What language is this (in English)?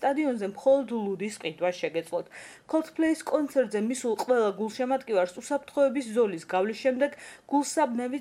Georgian